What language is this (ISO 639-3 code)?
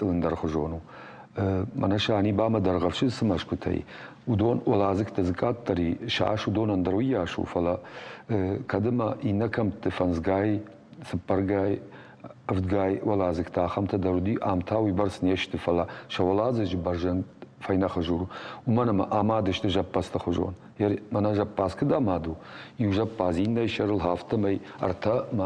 oss